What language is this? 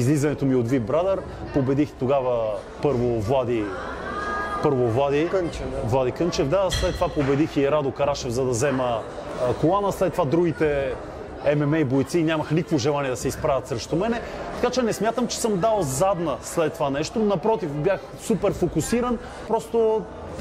Bulgarian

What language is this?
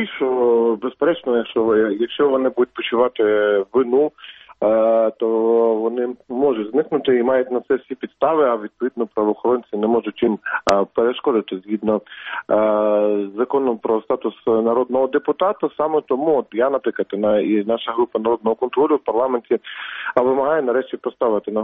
Ukrainian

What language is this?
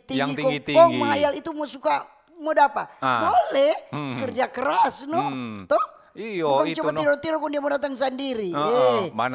Manado Malay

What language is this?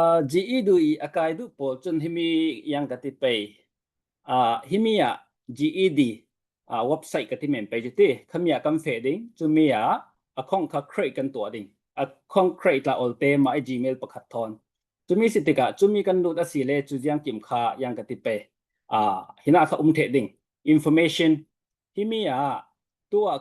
Falam Chin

